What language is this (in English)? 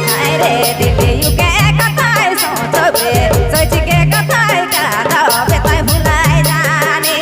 Sadri